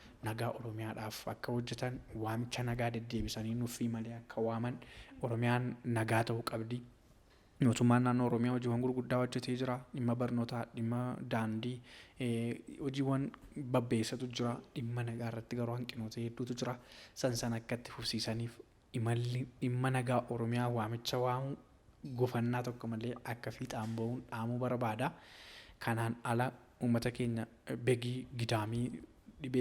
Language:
Oromo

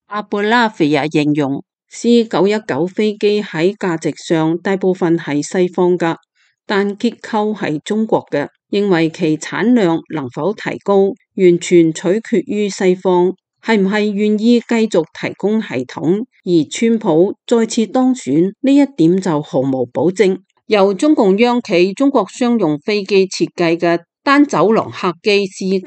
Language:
Cantonese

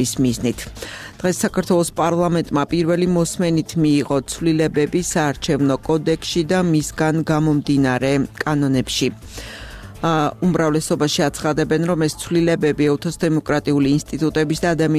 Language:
Georgian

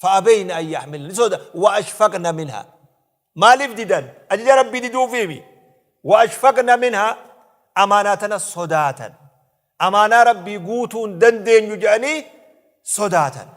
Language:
Oromo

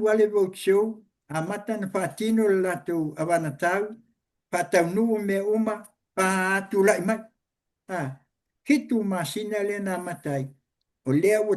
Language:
Samoan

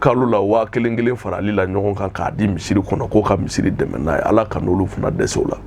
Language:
Bambara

